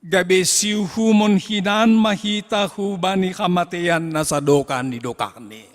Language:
Batak Simalungun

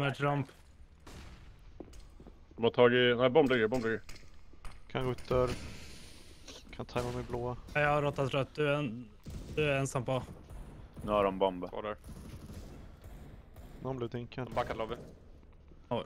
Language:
Swedish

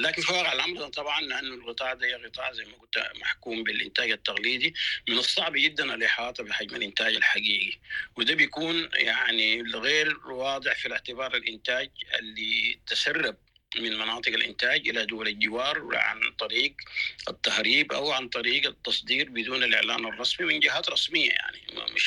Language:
Sudanese Arabic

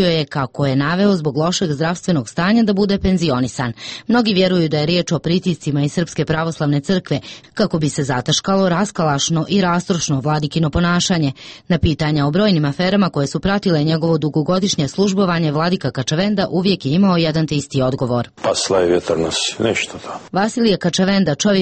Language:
Serbian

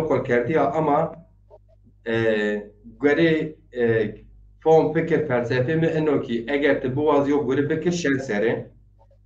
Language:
Zaza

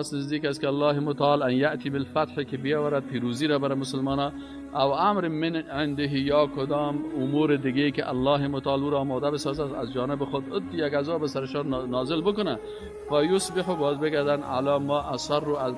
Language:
Persian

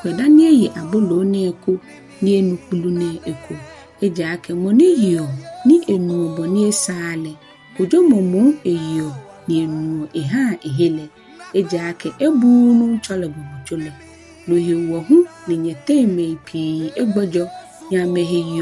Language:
Ga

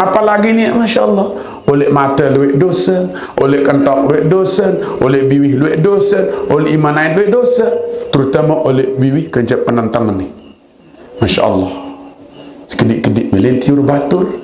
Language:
Sasak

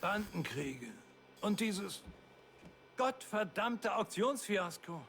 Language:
Bavarian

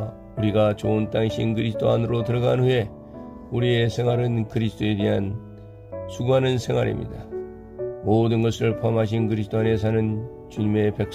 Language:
Korean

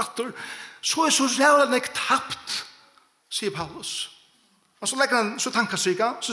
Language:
Faroese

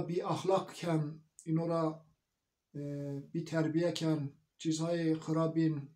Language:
Zaza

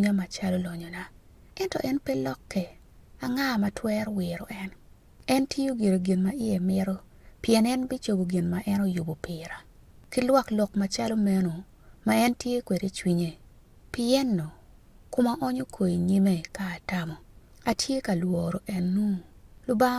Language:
Acoli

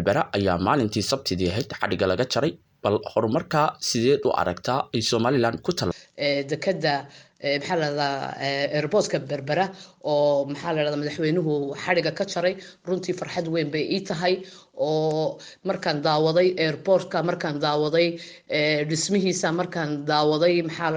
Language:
Somali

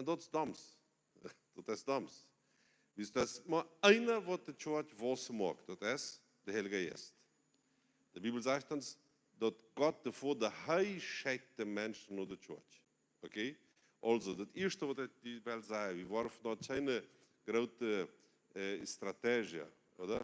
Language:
Plautdietsch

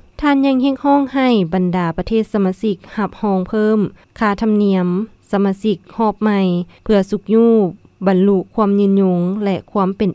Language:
Lao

